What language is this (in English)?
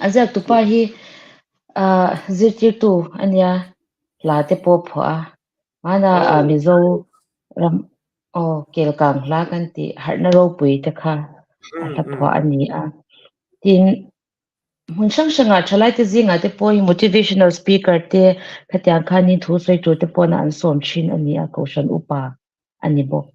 Mizo